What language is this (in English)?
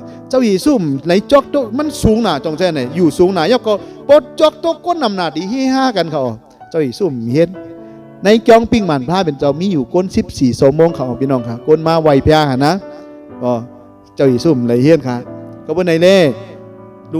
Shan